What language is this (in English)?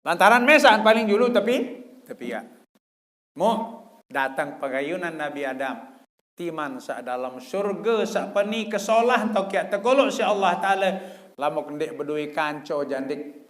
Sasak